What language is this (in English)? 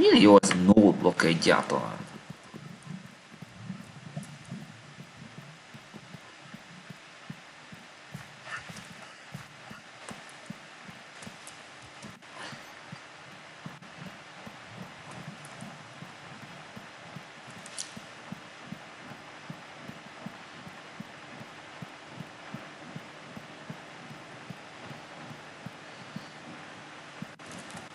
Hungarian